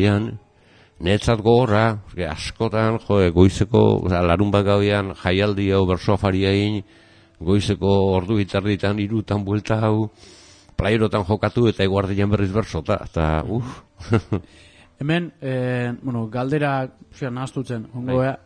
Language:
Basque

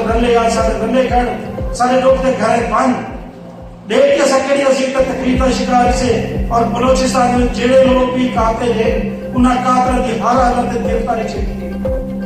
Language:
Saraiki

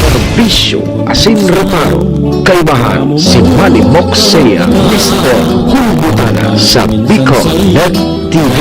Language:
Bikol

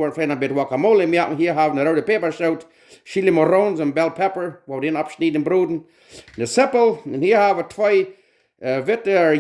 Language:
Plautdietsch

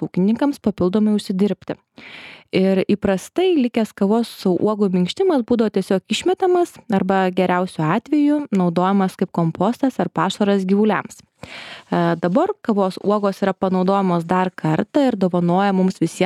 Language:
Lithuanian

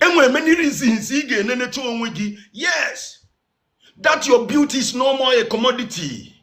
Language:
Igbo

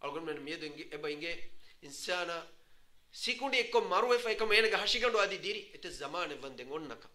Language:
Divehi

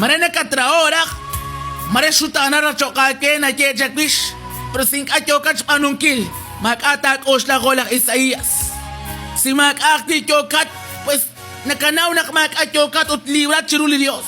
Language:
Kekchí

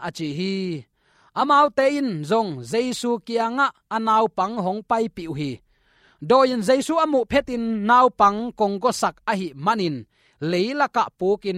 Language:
Tedim Chin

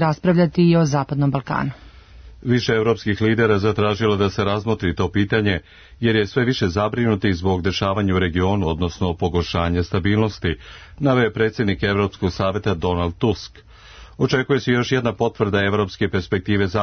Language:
Serbian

